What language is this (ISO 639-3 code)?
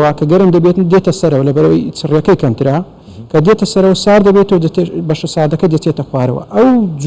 ckb